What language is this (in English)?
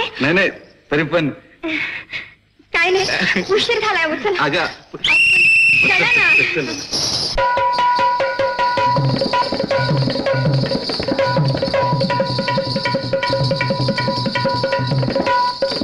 Marathi